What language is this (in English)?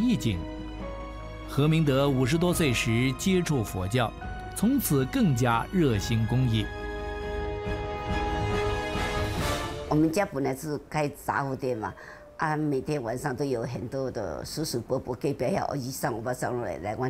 Chinese